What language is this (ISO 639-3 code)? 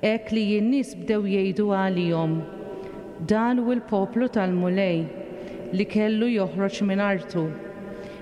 mlt